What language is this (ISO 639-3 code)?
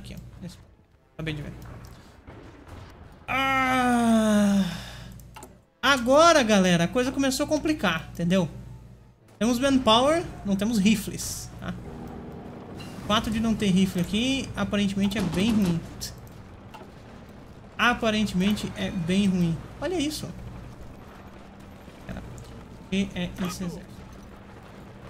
por